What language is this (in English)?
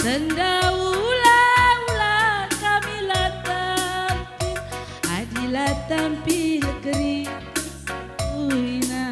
Batak Karo